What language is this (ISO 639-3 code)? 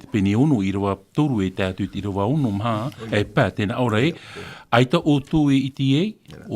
tah